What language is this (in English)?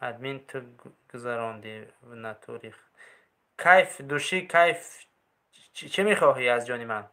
Tajik